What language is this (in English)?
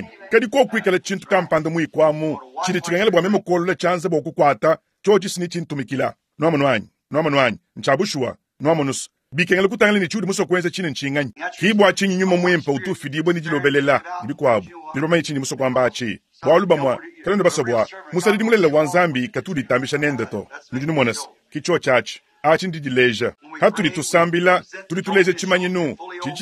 Luba-Lulua